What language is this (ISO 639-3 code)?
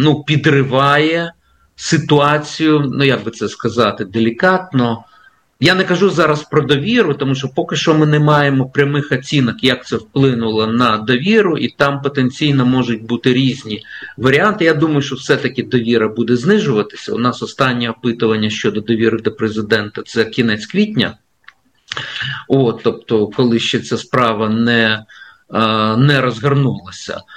ukr